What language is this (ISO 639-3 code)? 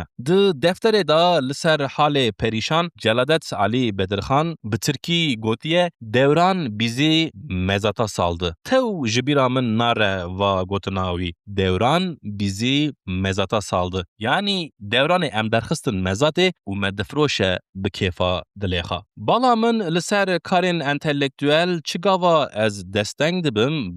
kur